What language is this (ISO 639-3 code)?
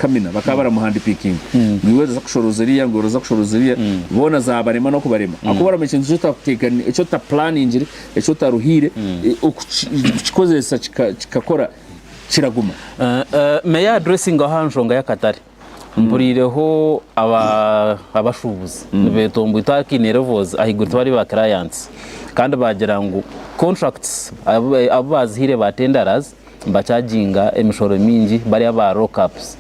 nyn